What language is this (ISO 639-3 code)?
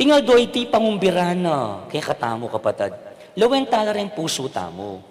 pam